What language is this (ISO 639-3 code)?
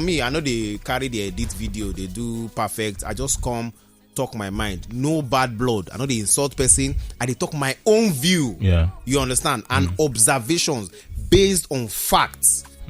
pcm